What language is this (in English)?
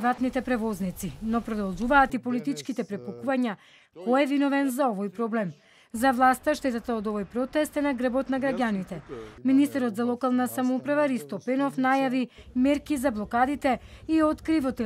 Macedonian